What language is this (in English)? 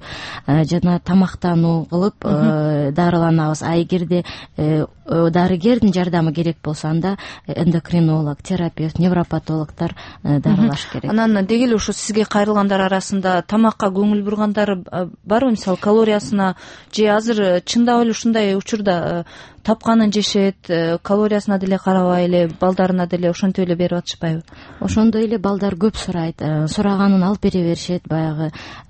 Kyrgyz